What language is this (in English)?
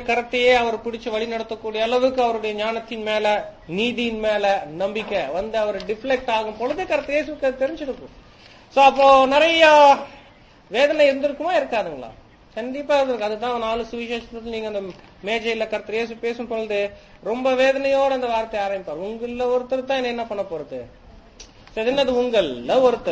Tamil